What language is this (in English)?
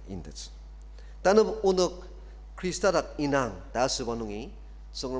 Ao Naga